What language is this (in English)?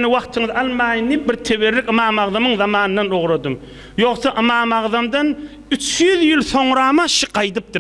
Turkmen